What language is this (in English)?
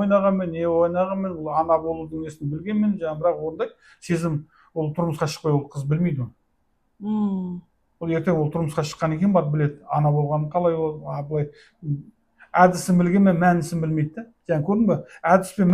Kazakh